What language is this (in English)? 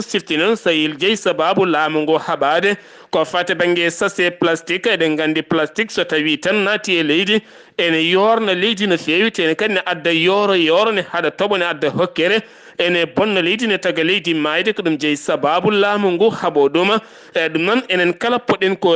Fula